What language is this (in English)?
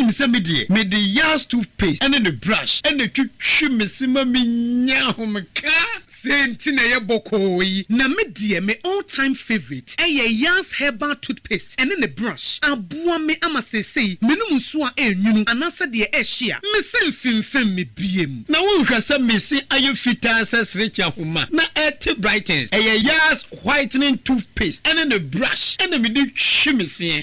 Akan